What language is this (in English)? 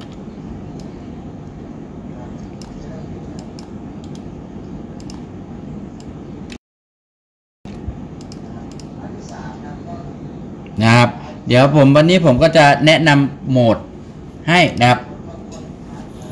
Thai